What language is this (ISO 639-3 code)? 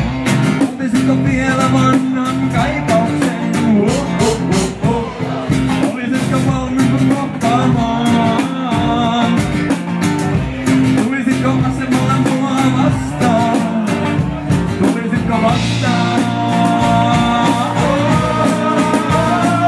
fin